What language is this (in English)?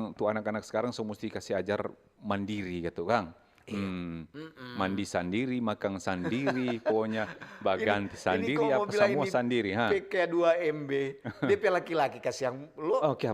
Manado Malay